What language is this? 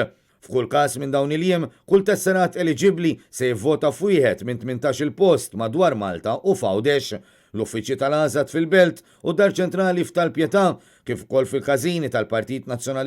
Maltese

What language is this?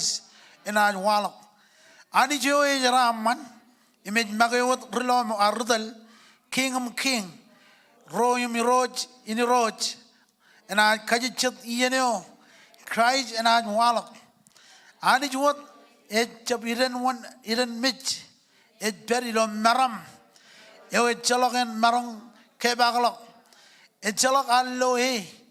Marshallese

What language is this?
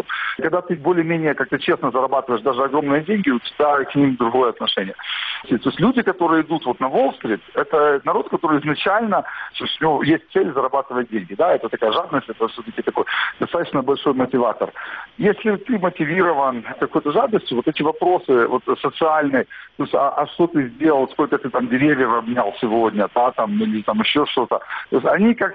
Russian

